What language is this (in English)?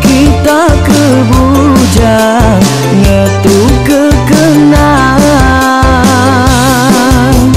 Iban